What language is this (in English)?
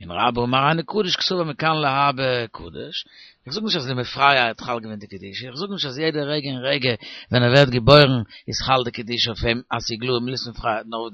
Yiddish